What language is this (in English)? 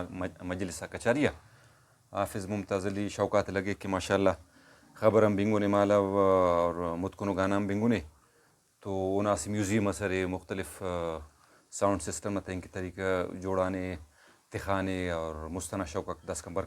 Brahui